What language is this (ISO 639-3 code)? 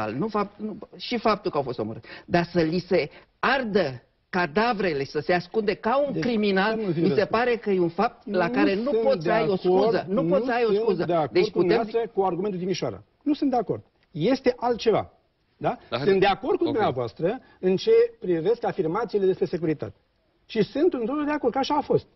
ron